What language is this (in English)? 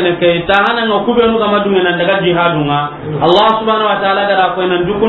Soninke